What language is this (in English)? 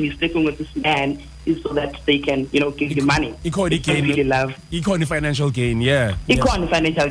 Xhosa